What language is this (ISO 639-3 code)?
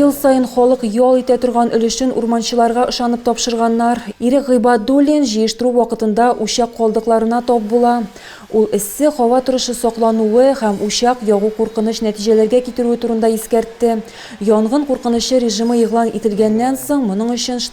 tat